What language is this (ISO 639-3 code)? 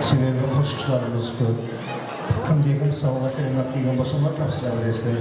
kaa